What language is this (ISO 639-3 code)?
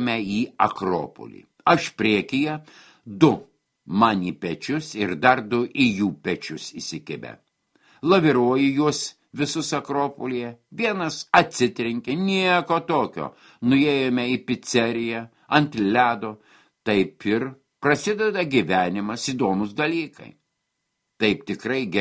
lit